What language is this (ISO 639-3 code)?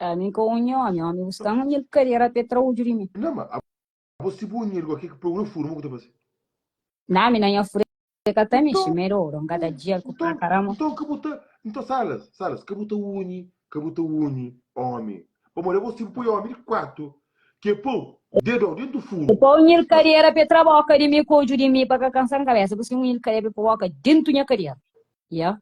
kea